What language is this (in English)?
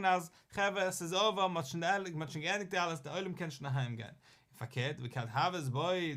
Yiddish